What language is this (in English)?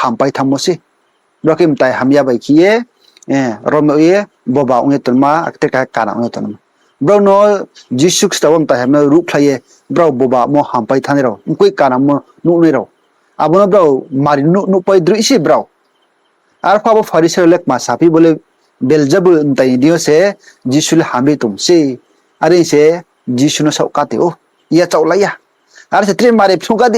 Riang (India)